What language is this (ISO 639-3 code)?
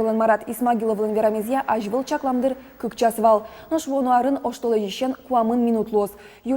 udm